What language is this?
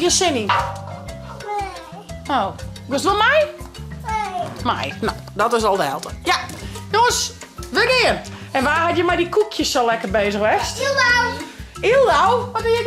Western Frisian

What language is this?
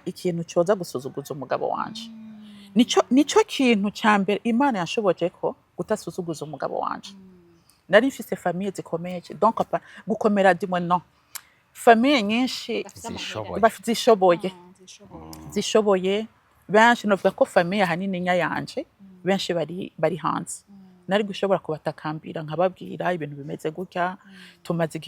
Rundi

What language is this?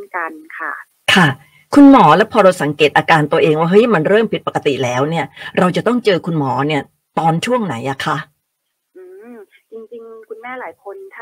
Thai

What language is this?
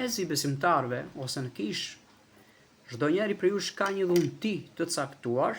Albanian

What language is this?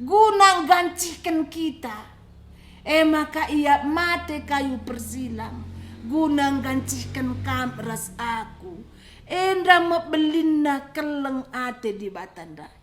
Batak Karo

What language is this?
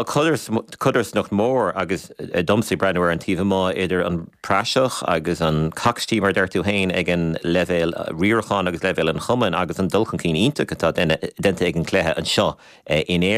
Irish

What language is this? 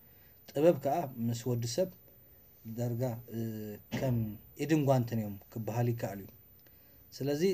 Tigrinya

